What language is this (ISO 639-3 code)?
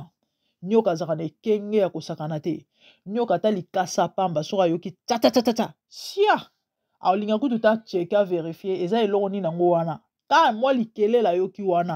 lin